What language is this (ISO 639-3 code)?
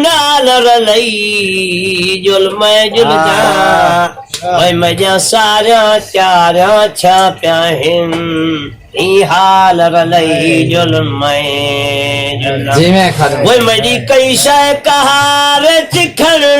skr